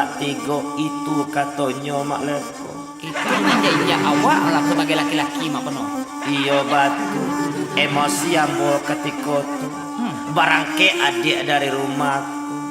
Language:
Minangkabau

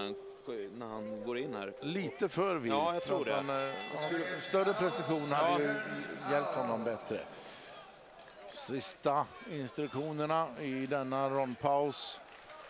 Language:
Swedish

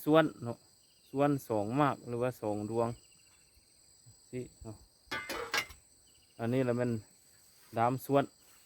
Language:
Lao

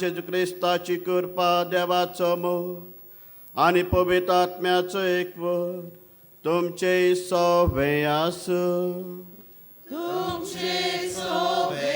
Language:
Konkani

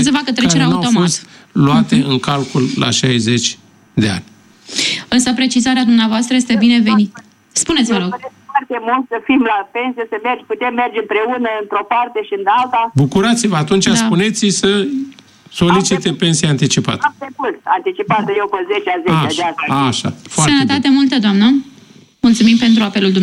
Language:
Romanian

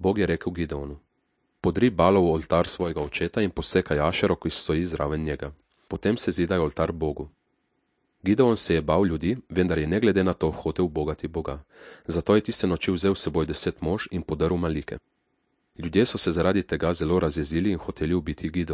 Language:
Slovenian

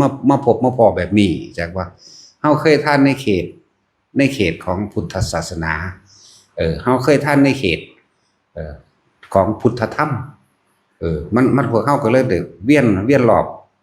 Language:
Northeastern Thai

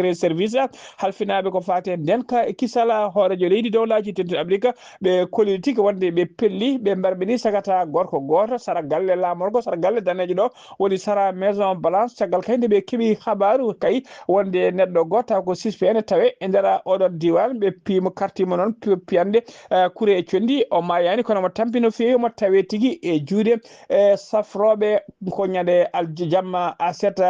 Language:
Fula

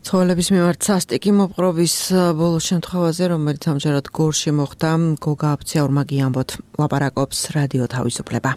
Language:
Georgian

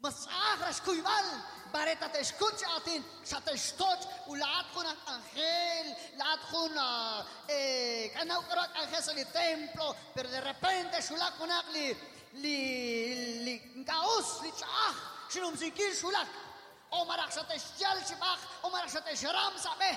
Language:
Kekchí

